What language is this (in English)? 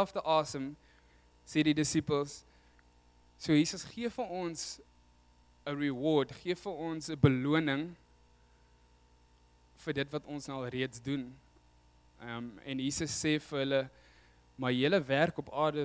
Afrikaans